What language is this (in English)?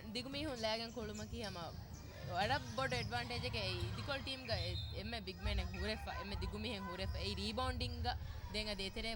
Divehi